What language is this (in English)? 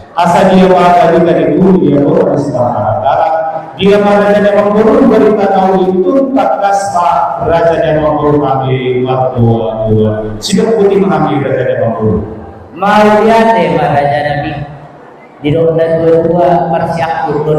Batak Toba